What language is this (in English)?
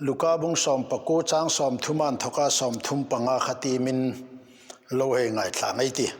Hmar